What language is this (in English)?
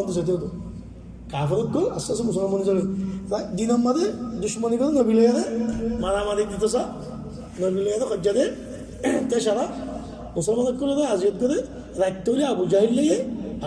Rohingya